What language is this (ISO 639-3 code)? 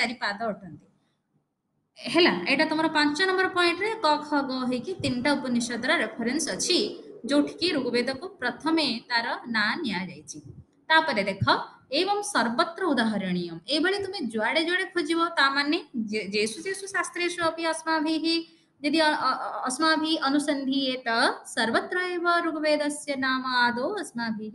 ori